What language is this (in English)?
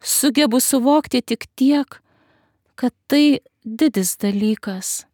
Lithuanian